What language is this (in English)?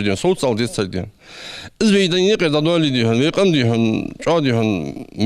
Ingush